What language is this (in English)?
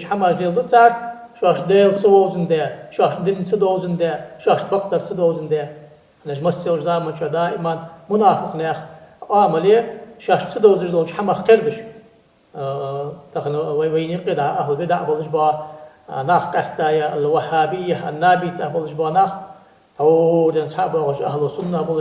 Ingush